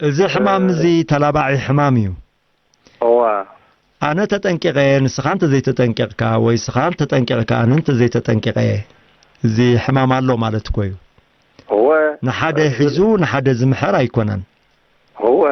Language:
Tigrinya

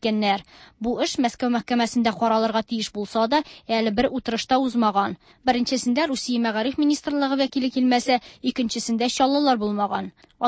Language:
Tatar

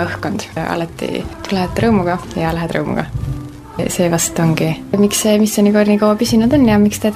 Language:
Estonian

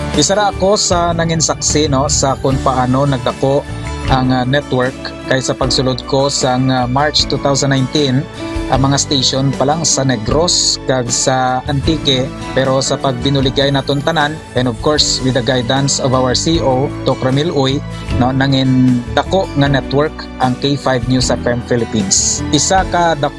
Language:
Hiligaynon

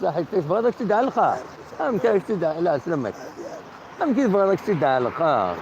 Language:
Kabyle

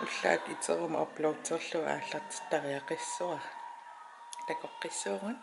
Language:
Kalaallisut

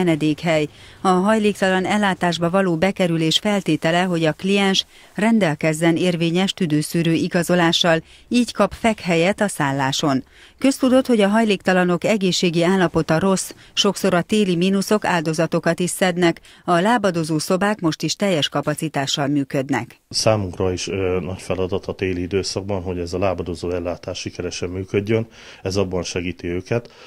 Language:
Hungarian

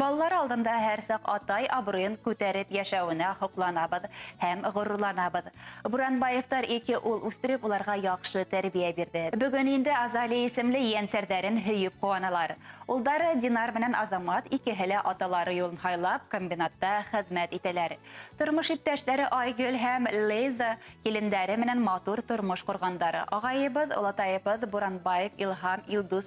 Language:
Bashkir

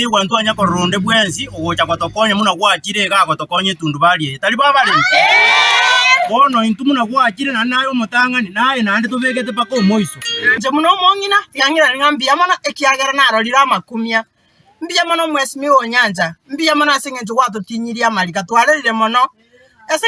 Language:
Gusii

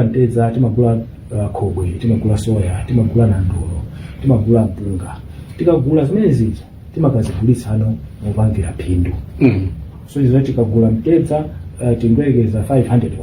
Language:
Nyanja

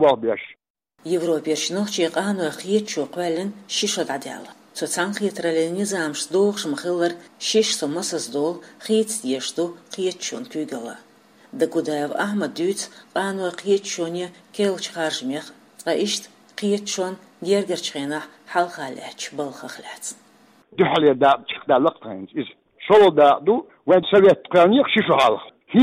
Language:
Chechen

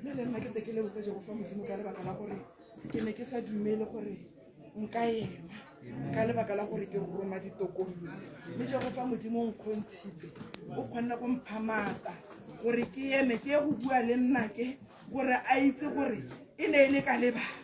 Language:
Tswana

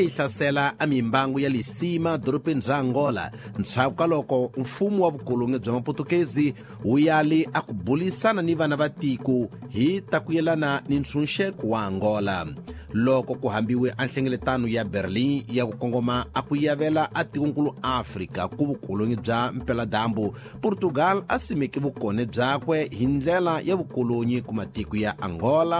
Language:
Tsonga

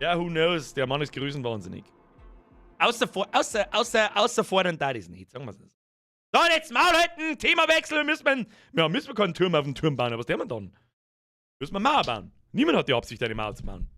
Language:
Bavarian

